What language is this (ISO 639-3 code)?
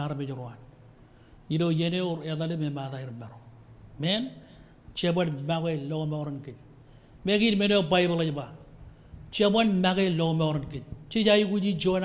mah